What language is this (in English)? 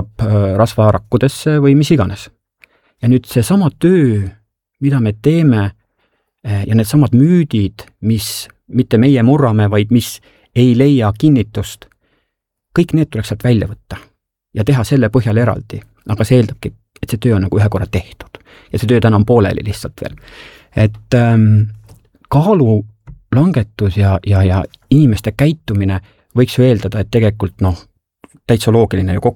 Estonian